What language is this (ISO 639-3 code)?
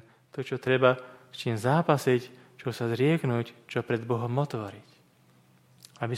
slk